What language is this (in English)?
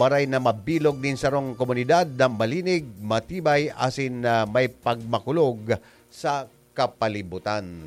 Bikol